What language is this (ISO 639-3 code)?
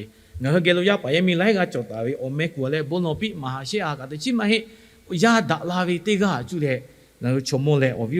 lhu